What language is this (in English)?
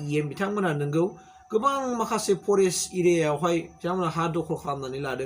Bodo